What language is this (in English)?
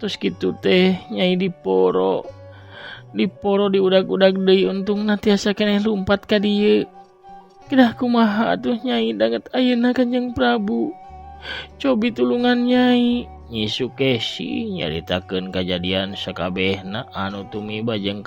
Sundanese